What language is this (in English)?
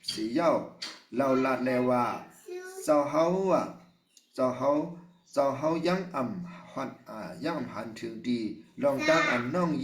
Shan